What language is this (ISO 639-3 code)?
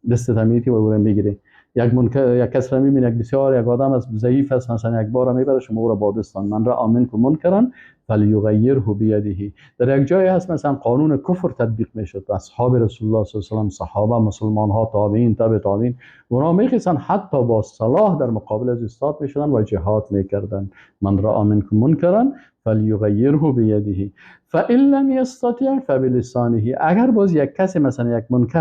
fas